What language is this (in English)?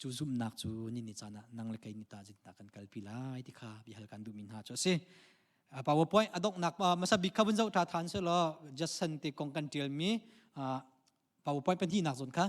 Hakha Chin